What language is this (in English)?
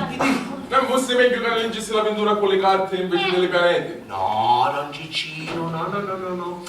Sicilian